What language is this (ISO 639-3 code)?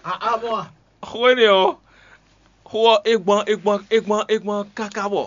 fon